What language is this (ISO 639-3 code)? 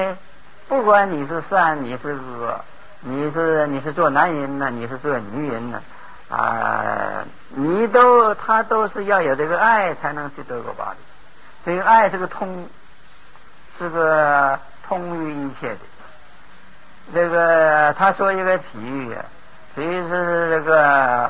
zho